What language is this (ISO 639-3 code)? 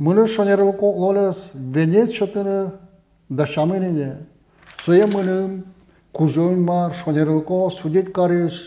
udm